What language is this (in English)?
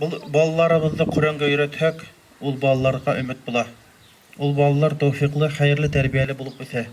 Bashkir